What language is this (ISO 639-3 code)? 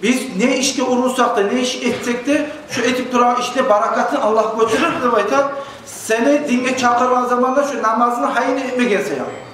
kum